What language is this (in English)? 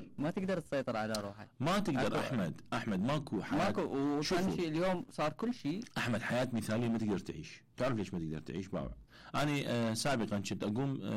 Mesopotamian Arabic